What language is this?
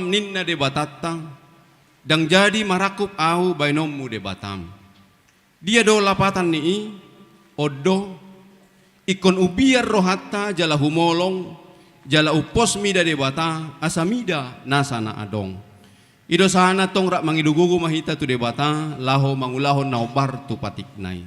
Batak Toba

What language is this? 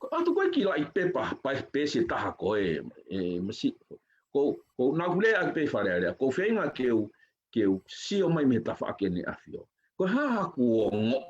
Tongan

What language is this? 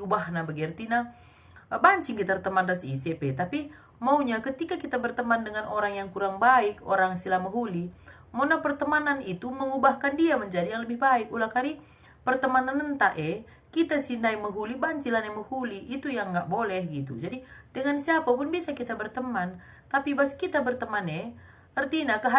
Batak Karo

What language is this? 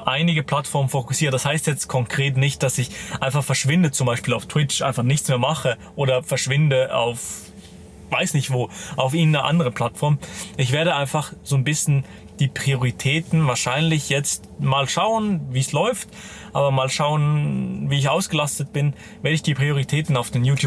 Swiss German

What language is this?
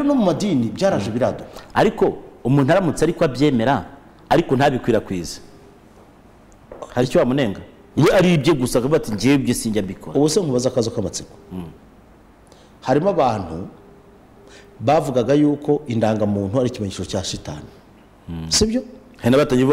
Kinyarwanda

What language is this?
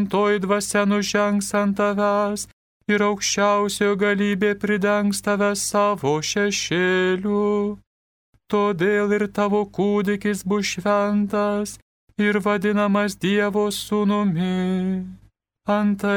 Lithuanian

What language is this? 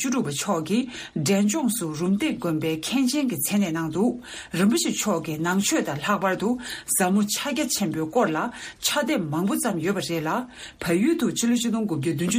Tibetan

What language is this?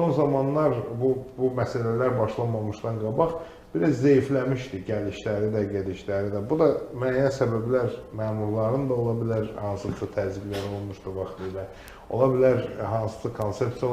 Azerbaijani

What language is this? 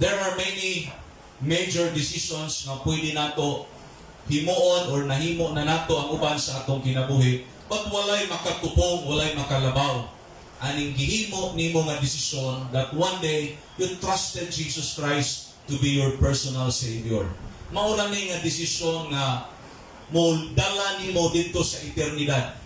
Cebuano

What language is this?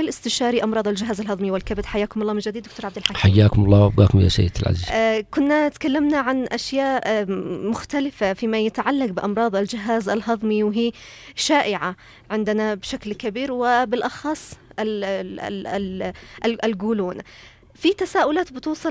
Arabic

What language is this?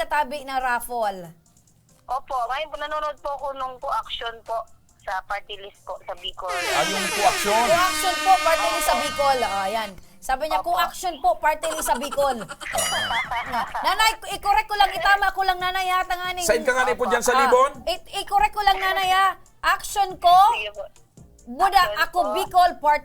Bikol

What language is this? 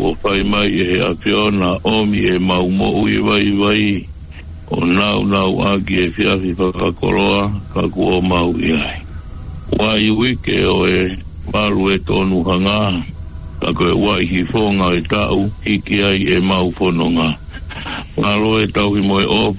Tongan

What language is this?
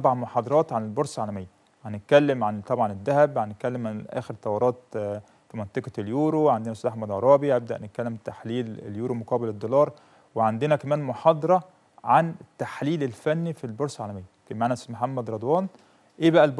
Egyptian Arabic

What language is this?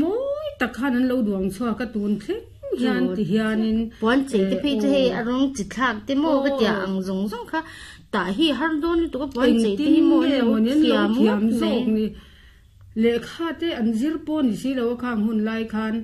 Mizo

